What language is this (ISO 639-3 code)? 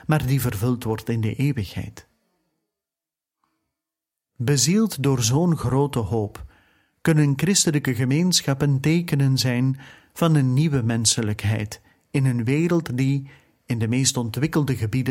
nld